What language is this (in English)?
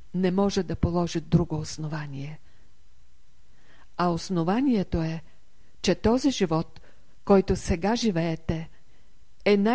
Bulgarian